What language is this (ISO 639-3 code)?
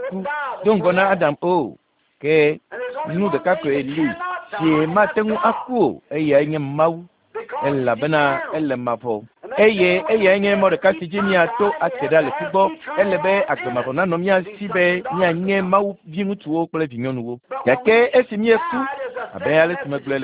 ewe